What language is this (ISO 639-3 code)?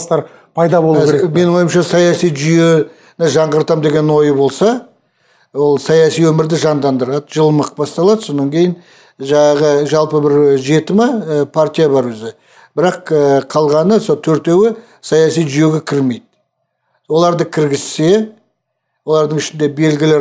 kaz